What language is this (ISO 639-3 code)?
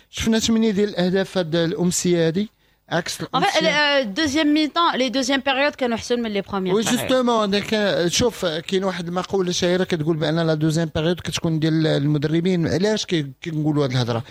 ary